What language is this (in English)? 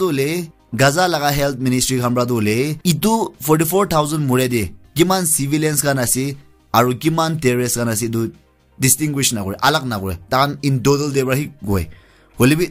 Naga Pidgin